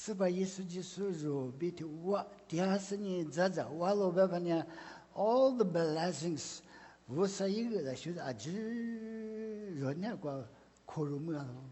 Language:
Lisu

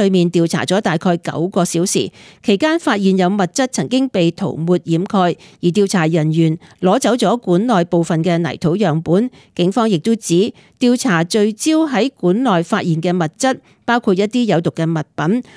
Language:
Cantonese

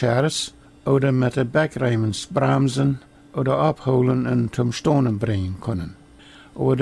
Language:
Plautdietsch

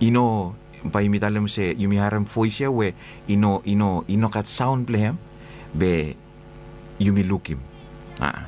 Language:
Bislama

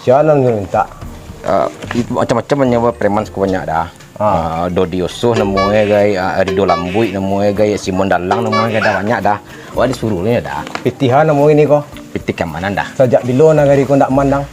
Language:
Minangkabau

